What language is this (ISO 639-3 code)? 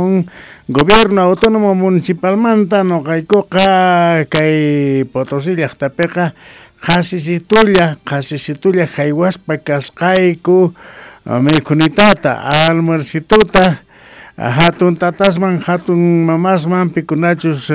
que